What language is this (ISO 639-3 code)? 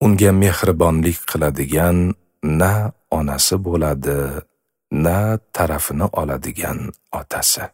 uzb